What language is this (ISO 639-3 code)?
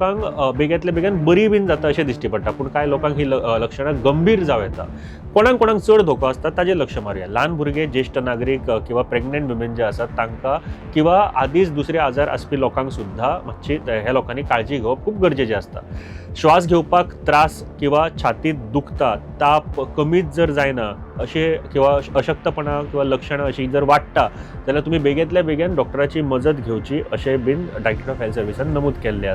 kok